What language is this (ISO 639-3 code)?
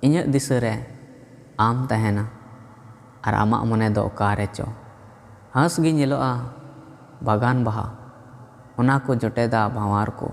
sat